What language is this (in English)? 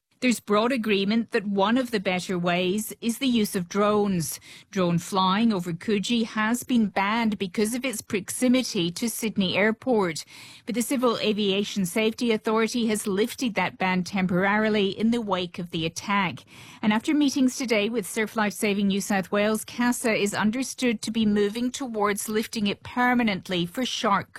English